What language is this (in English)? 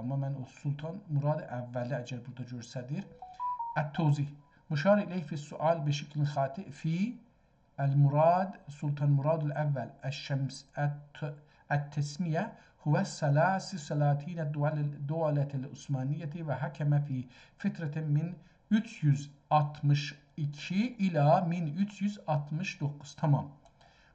South Azerbaijani